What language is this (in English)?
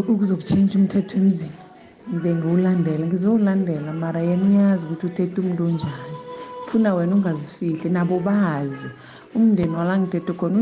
South Ndebele